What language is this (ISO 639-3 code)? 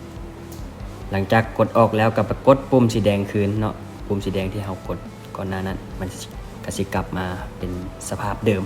lao